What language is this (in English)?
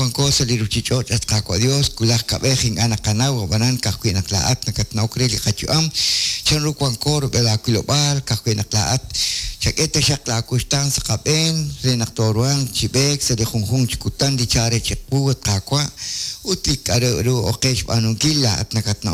Kekchí